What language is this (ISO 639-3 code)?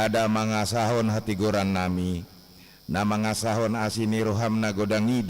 bbc